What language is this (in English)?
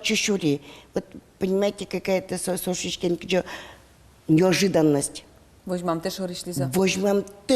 Udmurt